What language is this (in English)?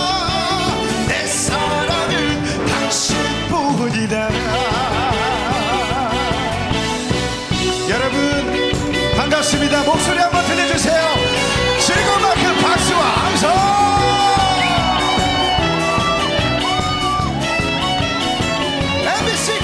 Korean